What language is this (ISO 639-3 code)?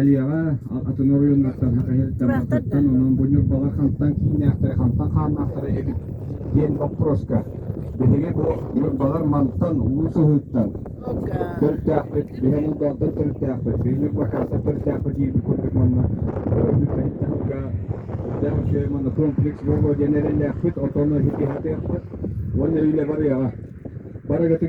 sah